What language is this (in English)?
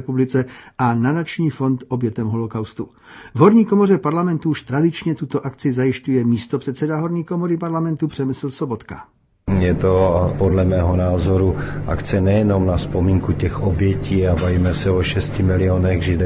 Czech